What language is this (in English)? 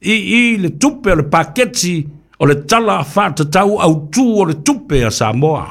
Samoan